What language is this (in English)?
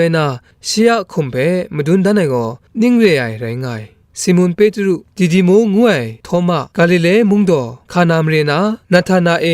Kachin